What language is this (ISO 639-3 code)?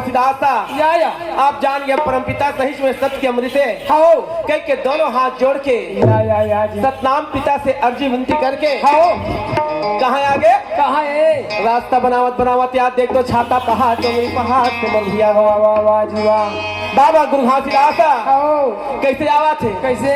hne